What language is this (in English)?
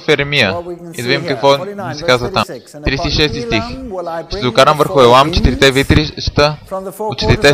Bulgarian